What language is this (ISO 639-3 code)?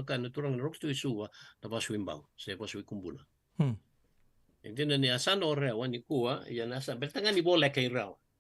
fij